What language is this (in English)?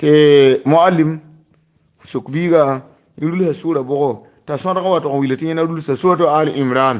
Mossi